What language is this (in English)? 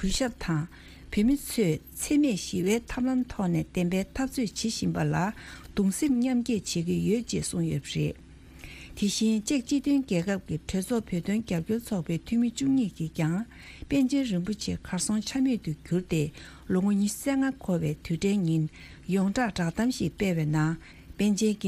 Tibetan